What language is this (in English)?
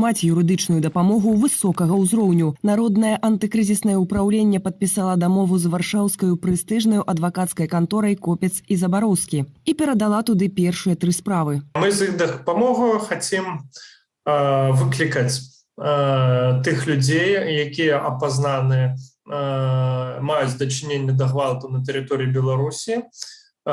Belarusian